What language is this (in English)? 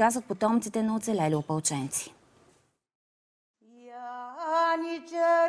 Bulgarian